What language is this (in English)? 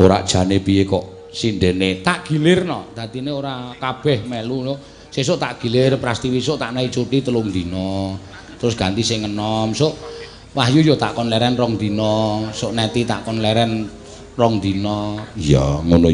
Javanese